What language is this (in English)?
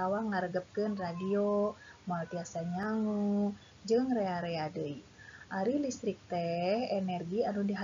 Sundanese